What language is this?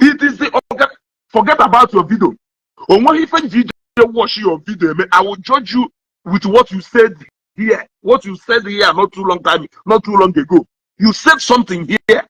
Igbo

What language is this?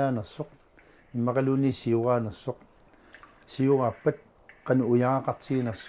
Kalaallisut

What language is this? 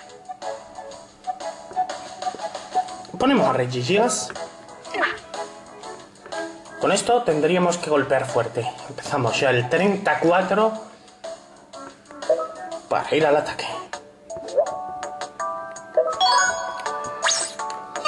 Spanish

